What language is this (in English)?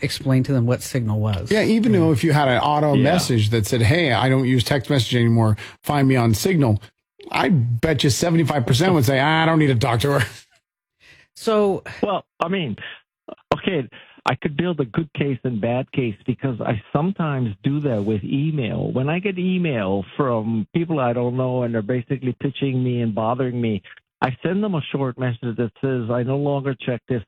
English